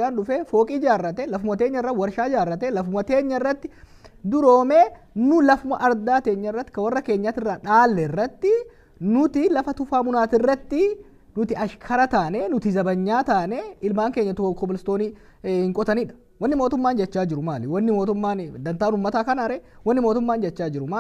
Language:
Oromo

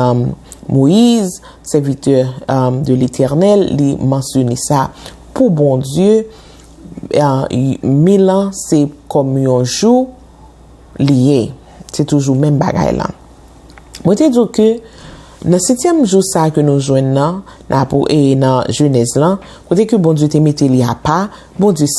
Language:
Haitian Creole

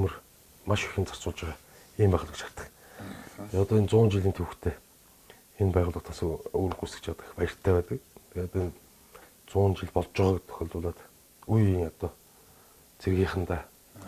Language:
Mongolian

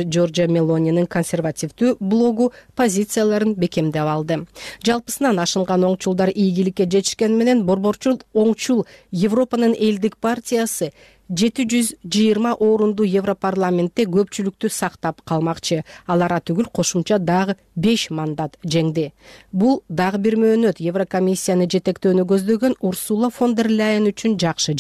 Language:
Kyrgyz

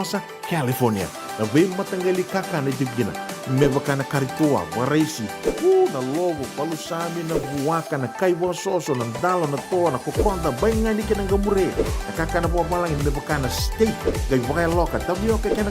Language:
Fijian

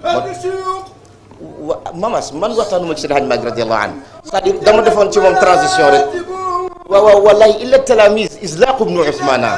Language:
Wolof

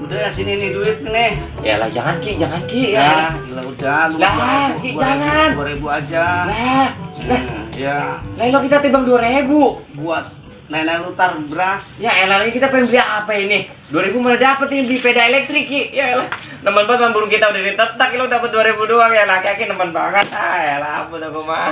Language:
Betawi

